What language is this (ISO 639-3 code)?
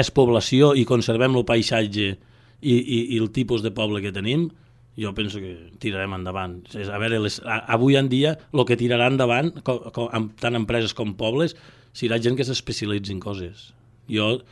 cat